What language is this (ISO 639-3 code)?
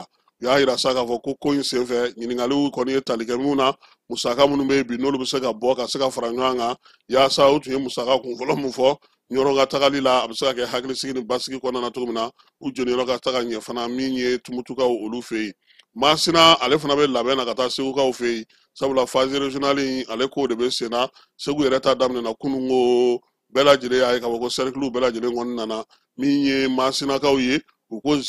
bam